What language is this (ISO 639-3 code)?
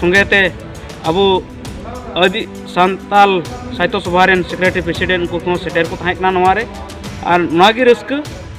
sat